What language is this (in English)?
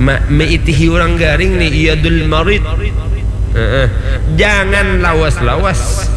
Banjar